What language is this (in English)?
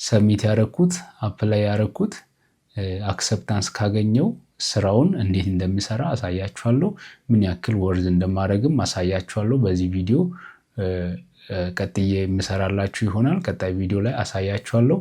Amharic